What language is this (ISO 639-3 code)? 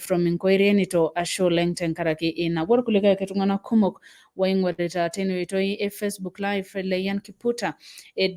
mas